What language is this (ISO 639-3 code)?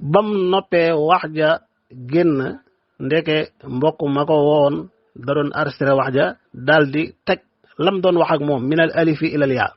wol